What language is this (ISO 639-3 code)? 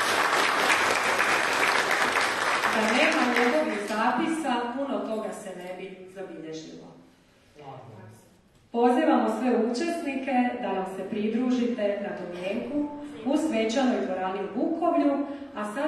hrv